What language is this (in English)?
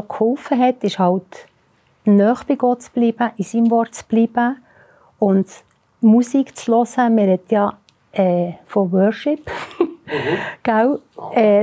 Swiss German